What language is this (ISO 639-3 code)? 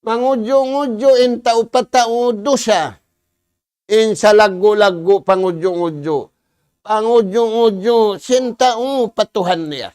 tsg